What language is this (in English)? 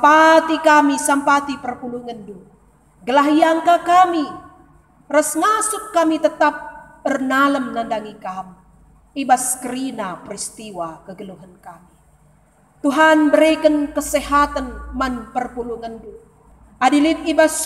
Batak Karo